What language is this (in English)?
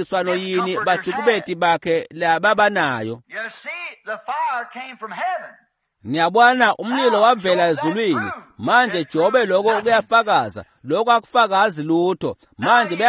Swati